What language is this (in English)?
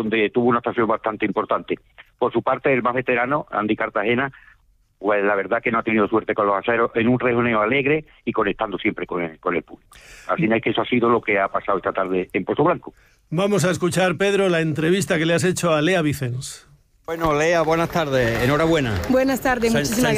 Spanish